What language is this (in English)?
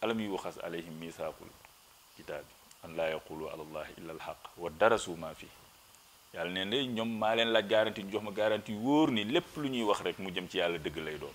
Wolof